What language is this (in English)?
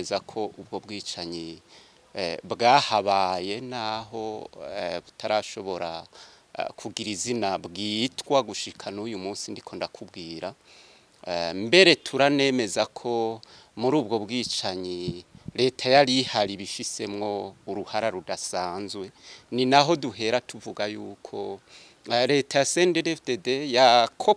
Rundi